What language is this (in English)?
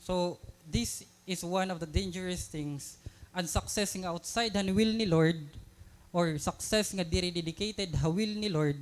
Waray